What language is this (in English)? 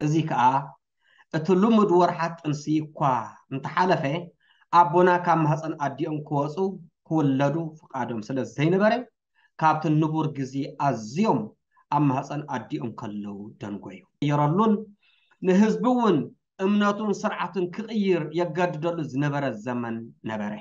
Tigrinya